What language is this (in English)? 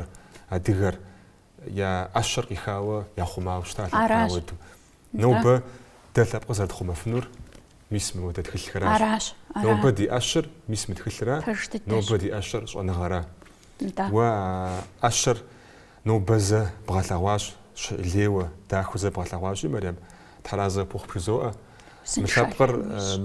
Kabardian